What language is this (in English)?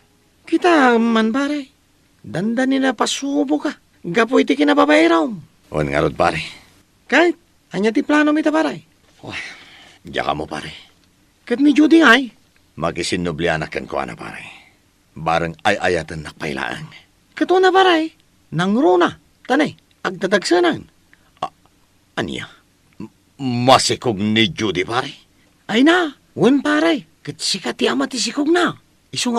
Iloko